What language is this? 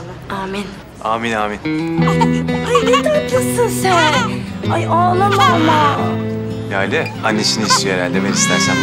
Turkish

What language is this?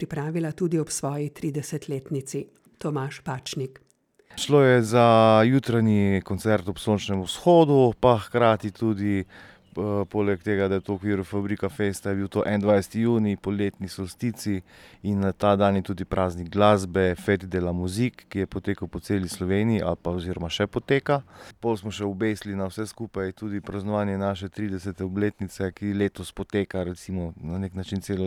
Slovenian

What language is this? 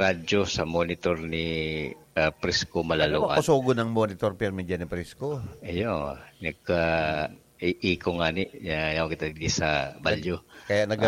Bikol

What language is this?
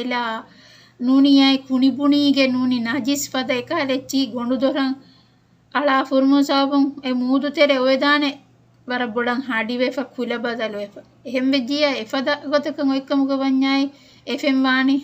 Divehi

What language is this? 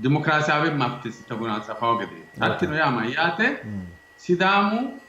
Sidamo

